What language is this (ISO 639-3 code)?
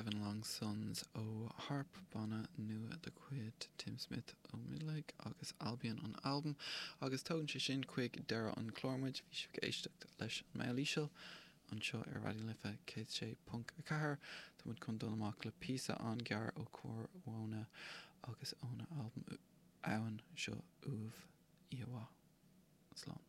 gle